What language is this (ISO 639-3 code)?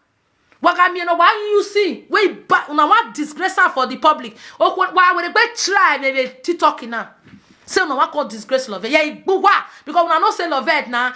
pcm